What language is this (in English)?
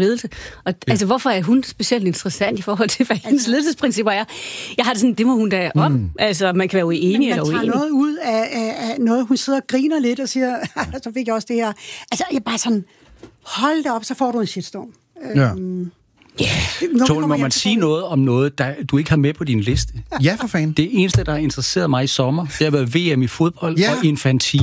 Danish